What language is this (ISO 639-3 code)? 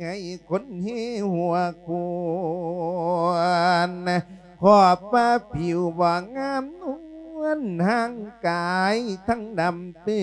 lao